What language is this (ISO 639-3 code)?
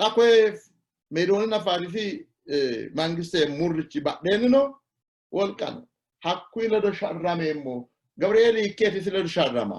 sid